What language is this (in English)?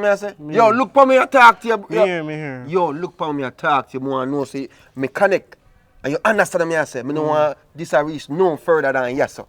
Jamaican Creole English